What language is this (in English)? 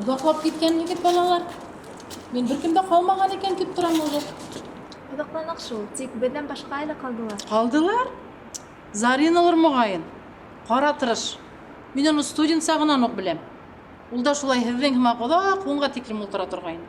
Bashkir